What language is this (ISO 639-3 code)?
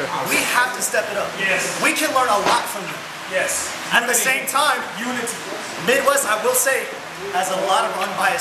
eng